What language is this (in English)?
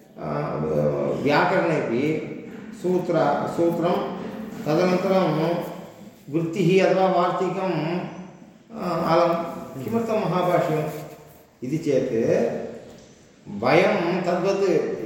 Sanskrit